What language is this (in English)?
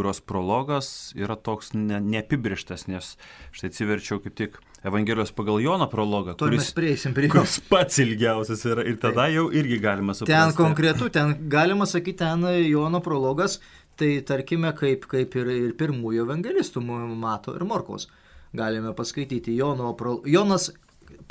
Lithuanian